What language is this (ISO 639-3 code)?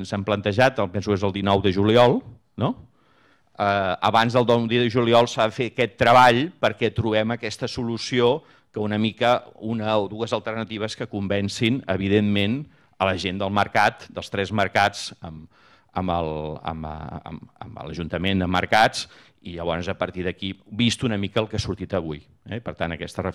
cat